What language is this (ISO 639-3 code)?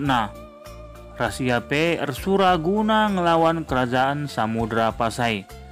btx